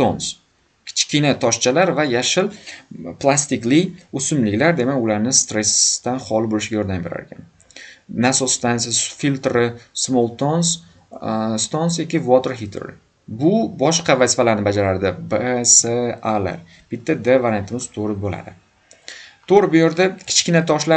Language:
Uzbek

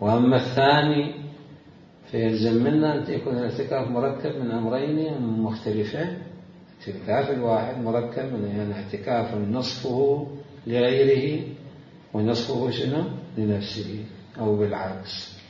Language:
Mesopotamian Arabic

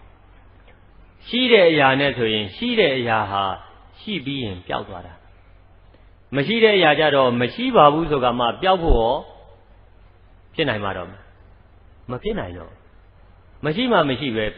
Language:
Burmese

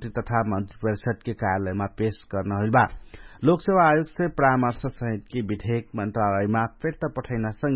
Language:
Bhojpuri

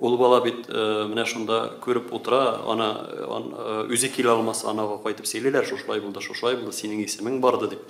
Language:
Tatar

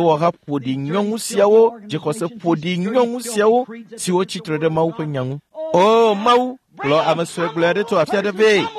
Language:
Ewe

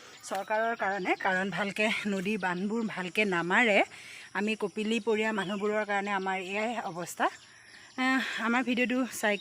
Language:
Assamese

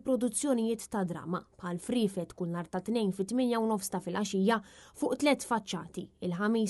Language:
Maltese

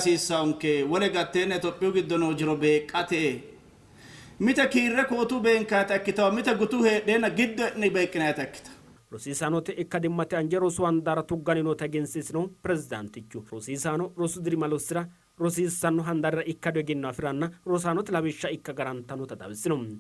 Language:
Sidamo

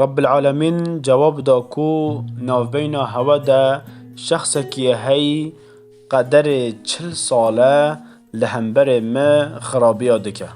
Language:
Kurdish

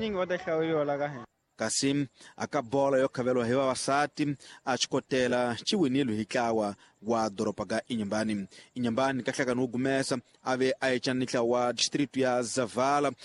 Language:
Tsonga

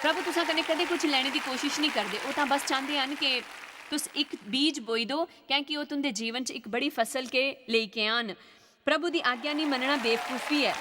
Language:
Dogri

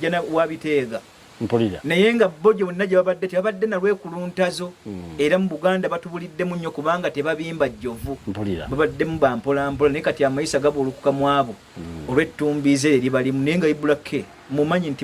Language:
Ganda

